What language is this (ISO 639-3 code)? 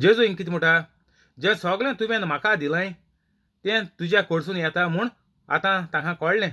kok